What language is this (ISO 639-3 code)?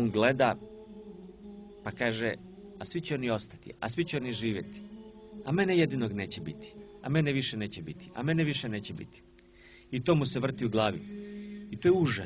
hrv